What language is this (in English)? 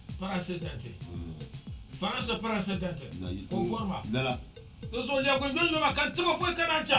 Dagbani